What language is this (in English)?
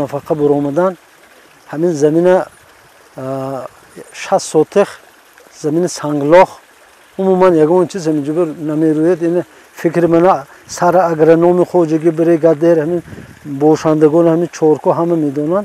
Tajik